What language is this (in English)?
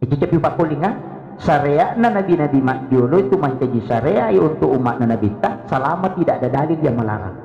Buginese